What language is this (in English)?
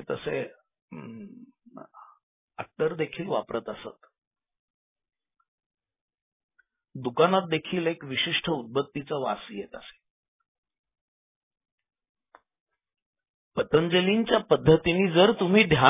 Marathi